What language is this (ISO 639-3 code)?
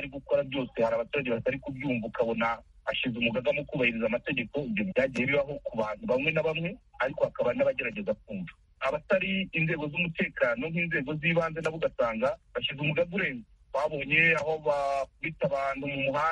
kin